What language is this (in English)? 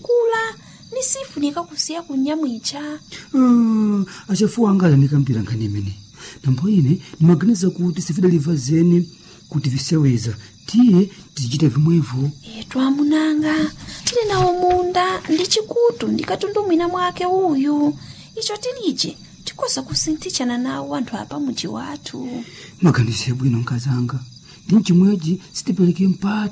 Nyanja